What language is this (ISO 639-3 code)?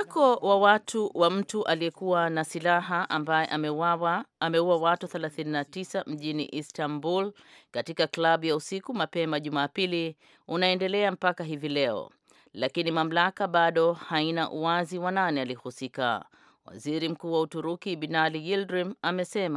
swa